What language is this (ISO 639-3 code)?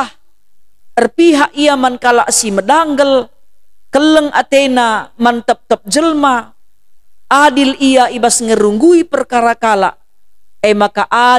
btx